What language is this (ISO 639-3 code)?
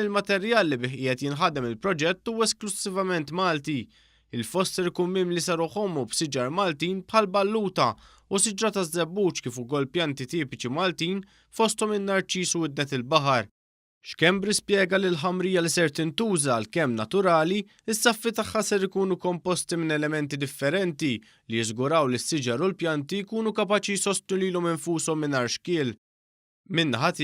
mlt